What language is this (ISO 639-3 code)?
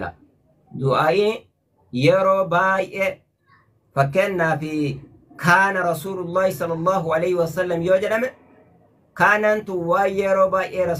orm